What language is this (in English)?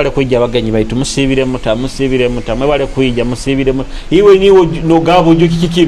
Nyoro